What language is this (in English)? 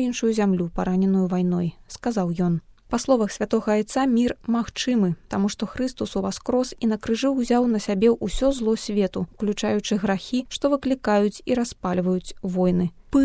Belarusian